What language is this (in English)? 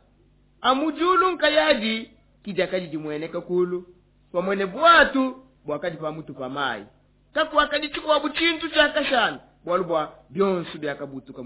Luba-Lulua